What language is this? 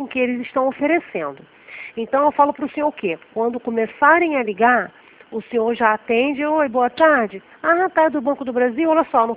Portuguese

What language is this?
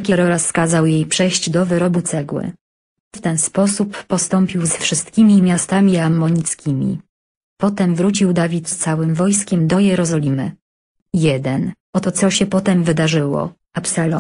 Polish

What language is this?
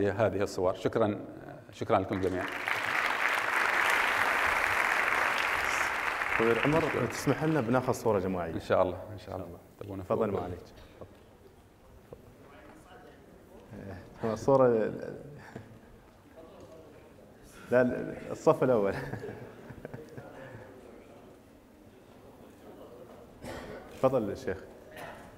Arabic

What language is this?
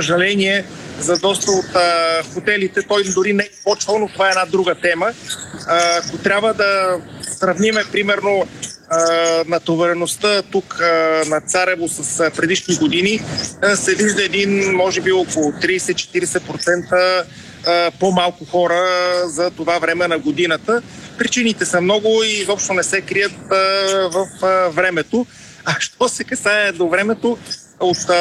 Bulgarian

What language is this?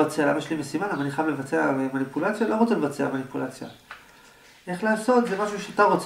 Hebrew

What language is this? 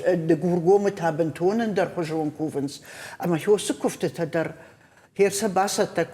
Ossetic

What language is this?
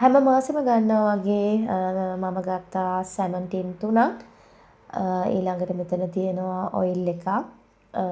Sinhala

